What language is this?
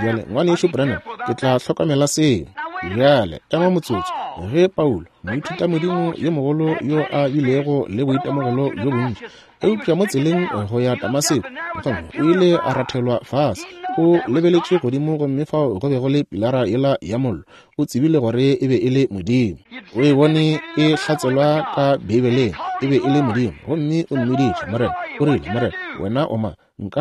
Northern Sotho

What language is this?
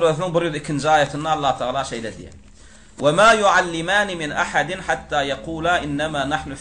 Turkmen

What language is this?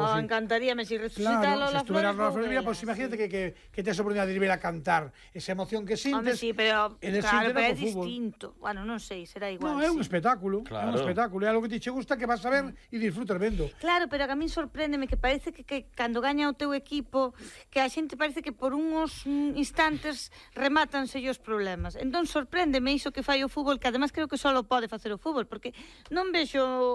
Galician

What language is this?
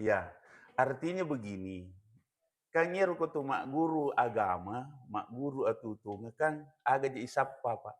Buginese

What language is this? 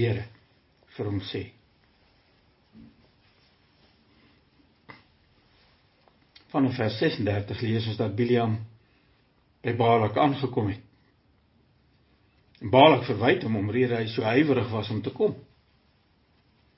Afrikaans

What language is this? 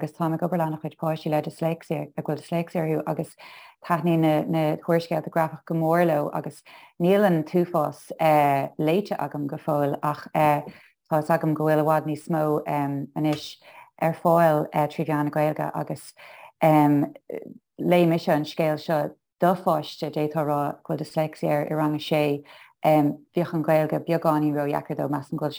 Irish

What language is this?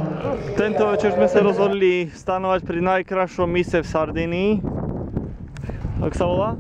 Slovak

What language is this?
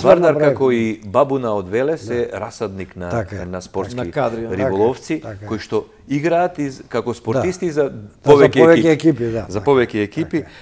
Macedonian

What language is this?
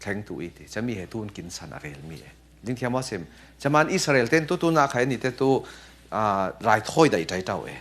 Falam Chin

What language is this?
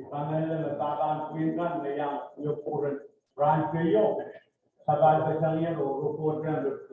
Pohnpeian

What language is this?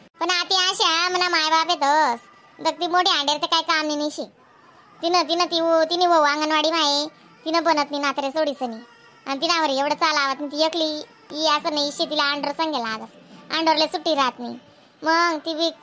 Khandesi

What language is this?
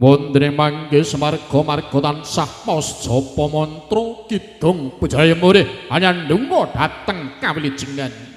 Javanese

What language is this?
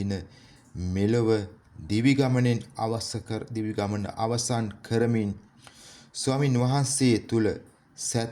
Sinhala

